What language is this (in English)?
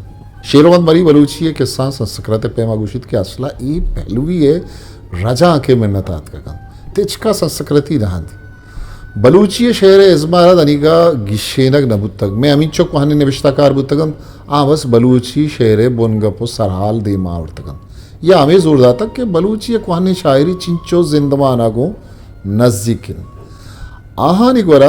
Eastern Balochi